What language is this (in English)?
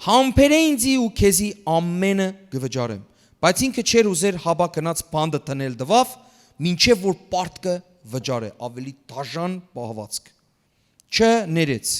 Western Armenian